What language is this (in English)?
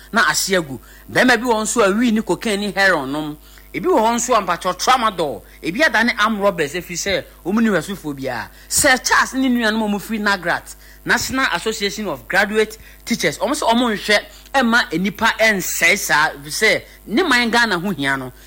Akan